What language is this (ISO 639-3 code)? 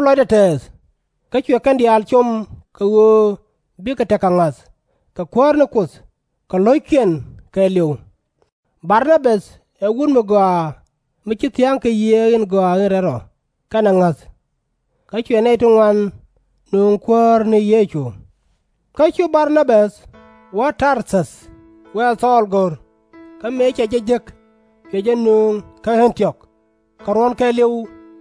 nus